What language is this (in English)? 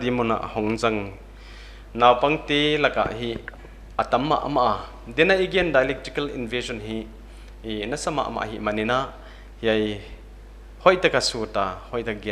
Paite Chin